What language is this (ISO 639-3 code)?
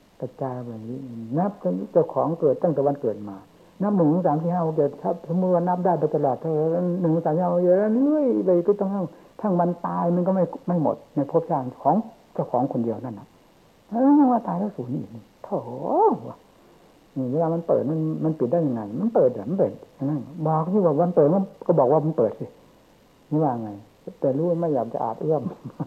tha